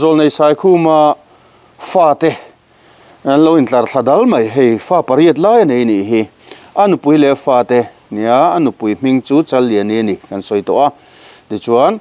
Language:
Mizo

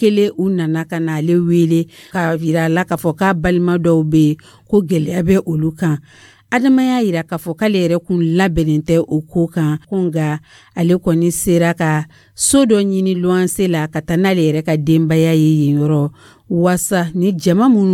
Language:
Dyula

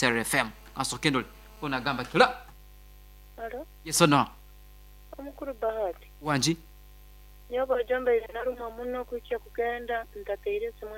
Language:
Nyoro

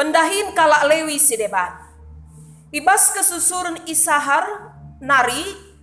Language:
Batak Karo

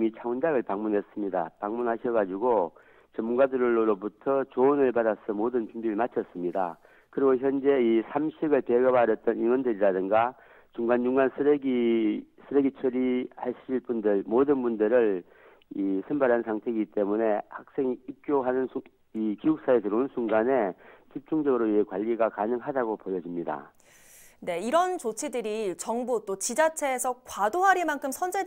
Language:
Korean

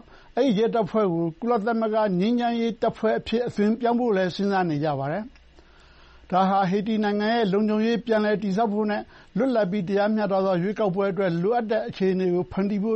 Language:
Burmese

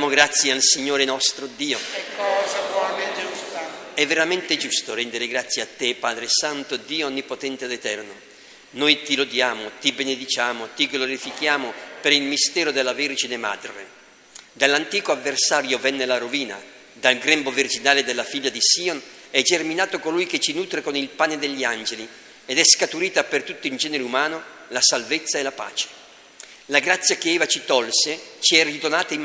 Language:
Italian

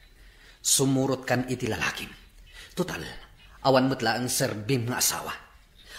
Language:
Iloko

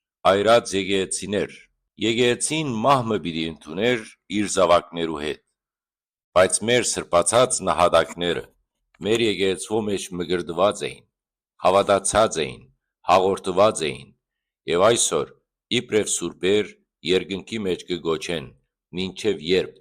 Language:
Western Armenian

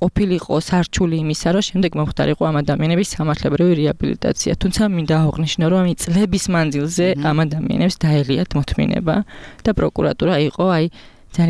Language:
Georgian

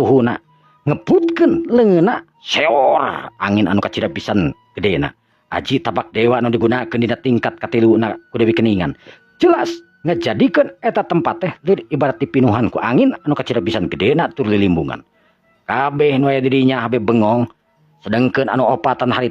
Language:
Sundanese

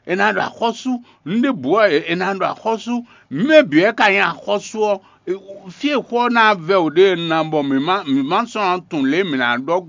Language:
Fon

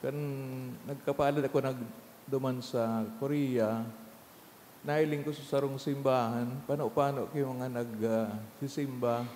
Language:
Bikol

